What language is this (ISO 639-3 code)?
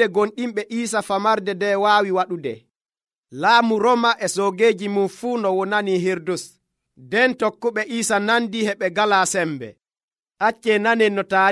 fuv